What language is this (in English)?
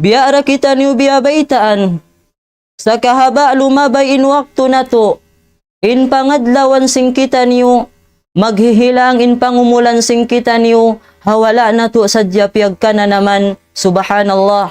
Tausug